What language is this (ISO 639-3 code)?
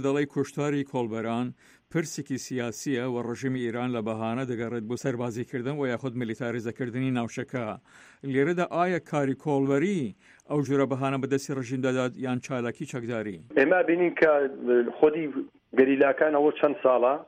ckb